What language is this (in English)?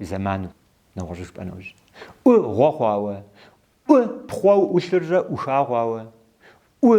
Kabardian